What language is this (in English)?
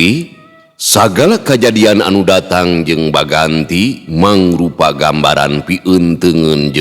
Sundanese